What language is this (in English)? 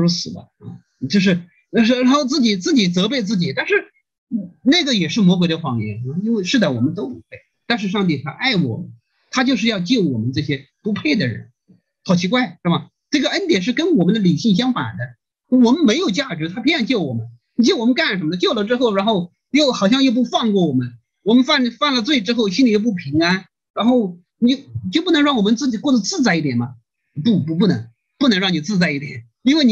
Chinese